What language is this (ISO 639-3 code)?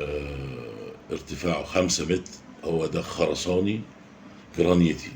arz